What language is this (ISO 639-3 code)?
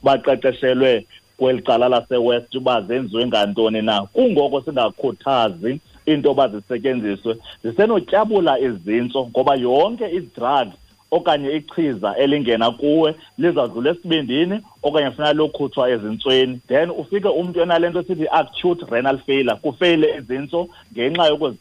xho